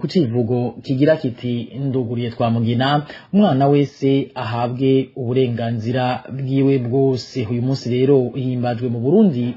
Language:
Rundi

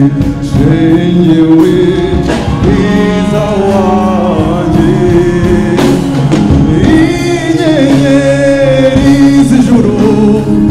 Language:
Kinyarwanda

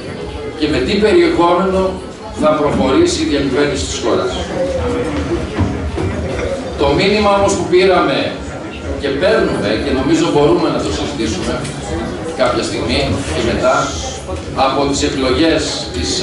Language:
Greek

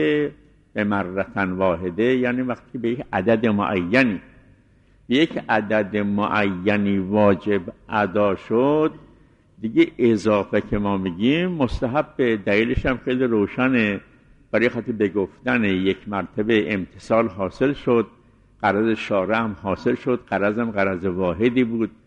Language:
Persian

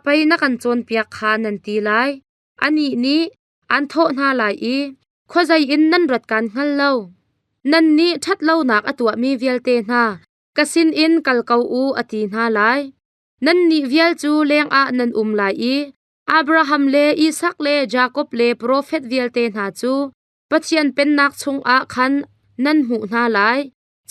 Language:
Hakha Chin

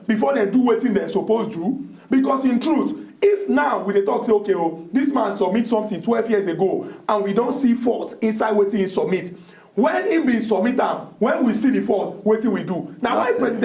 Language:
Nigerian Pidgin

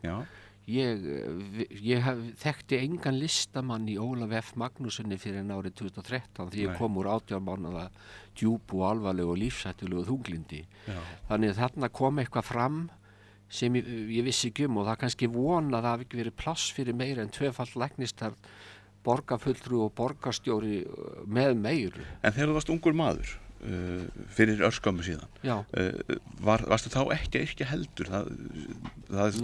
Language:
Icelandic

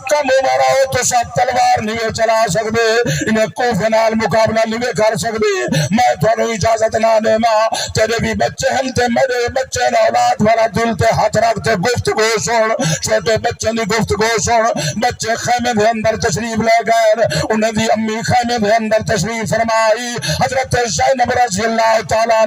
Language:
Saraiki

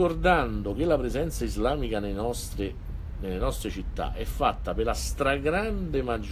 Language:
Italian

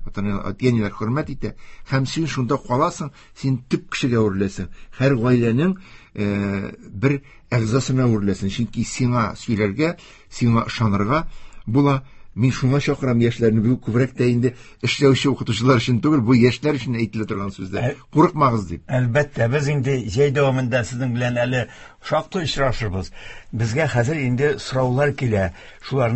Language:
Tatar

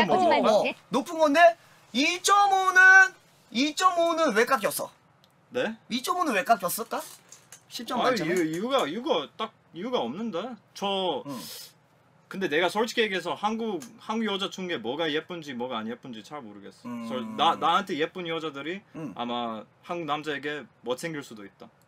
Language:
Korean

